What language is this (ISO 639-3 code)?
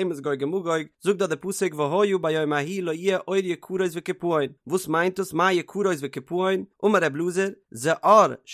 yid